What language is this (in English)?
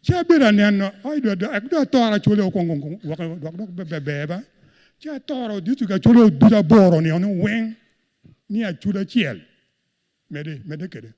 Acoli